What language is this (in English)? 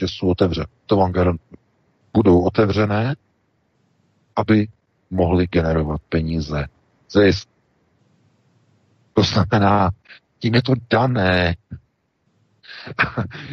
Czech